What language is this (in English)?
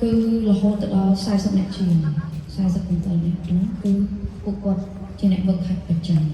Khmer